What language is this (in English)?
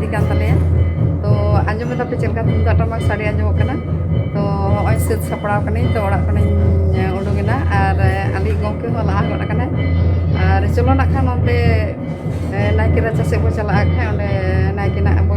Santali